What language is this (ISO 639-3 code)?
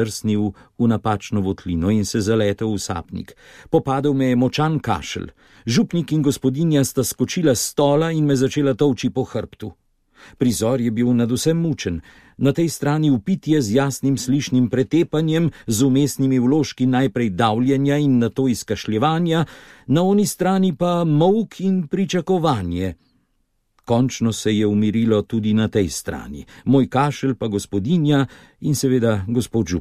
slv